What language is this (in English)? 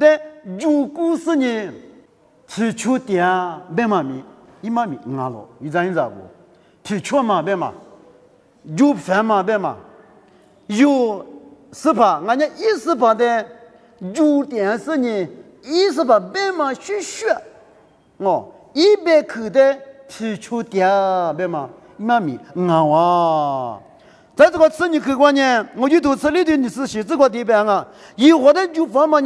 Lisu